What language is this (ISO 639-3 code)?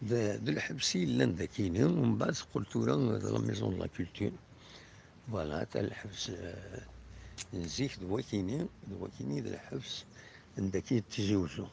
kab